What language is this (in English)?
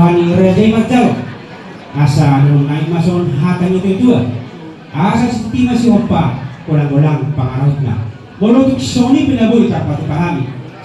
Batak Toba